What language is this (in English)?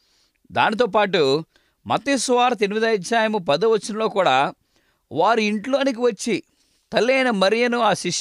Telugu